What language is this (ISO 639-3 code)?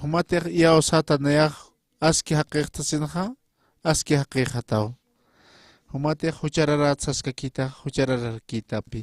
aym